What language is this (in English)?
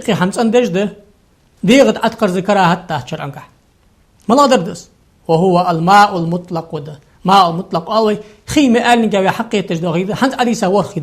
Ingush